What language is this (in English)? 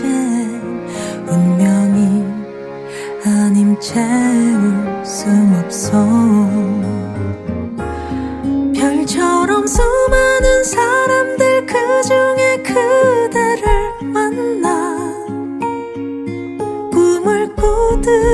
Korean